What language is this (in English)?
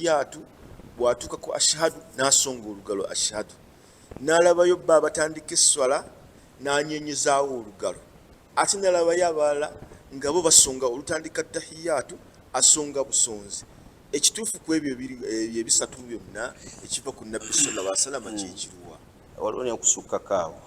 Ganda